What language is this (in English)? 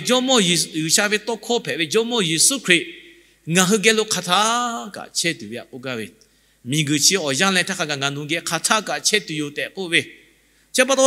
Lahu